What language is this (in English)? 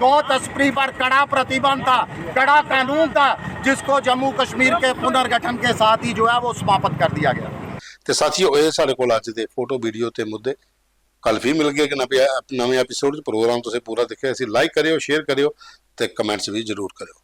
Dogri